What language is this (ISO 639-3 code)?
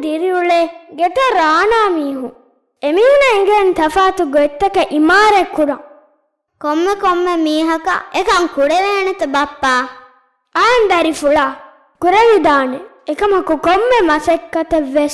div